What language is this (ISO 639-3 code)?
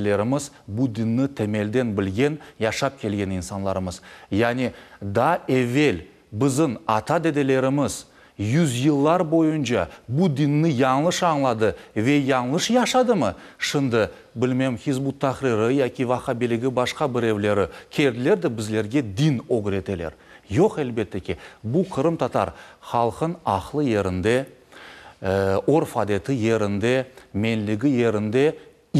crh